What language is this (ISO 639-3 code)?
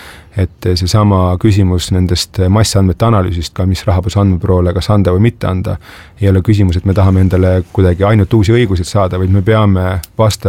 est